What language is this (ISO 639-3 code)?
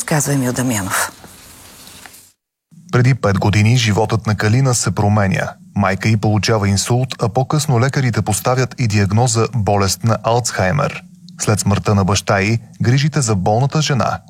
bul